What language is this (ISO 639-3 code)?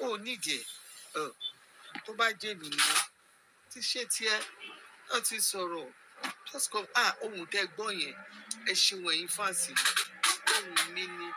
yor